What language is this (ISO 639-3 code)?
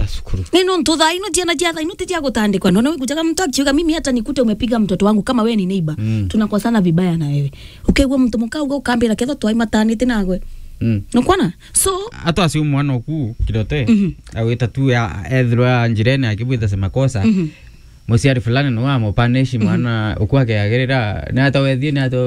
mer